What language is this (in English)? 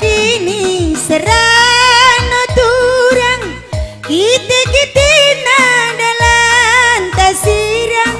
Batak Karo